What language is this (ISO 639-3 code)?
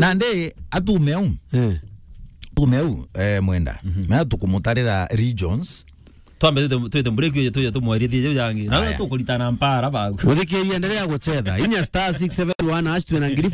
mer